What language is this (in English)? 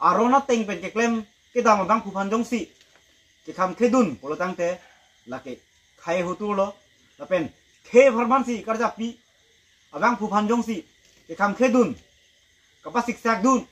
Karbi